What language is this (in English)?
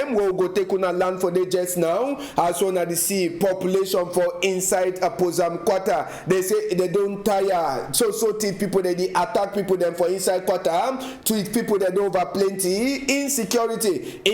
Cameroon Pidgin